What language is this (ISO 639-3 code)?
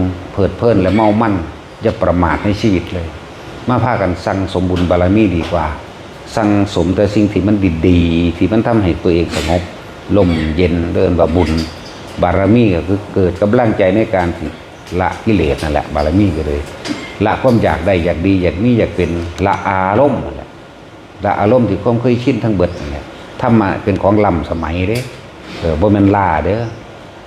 tts